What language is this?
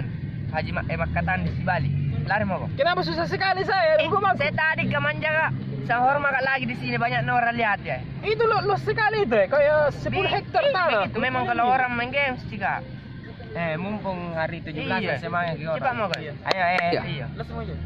Makassar Malay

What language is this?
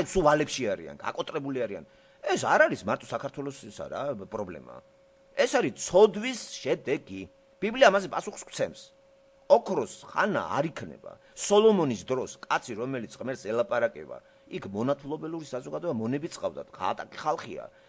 Georgian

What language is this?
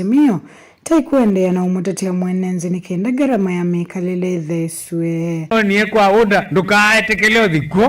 Kamba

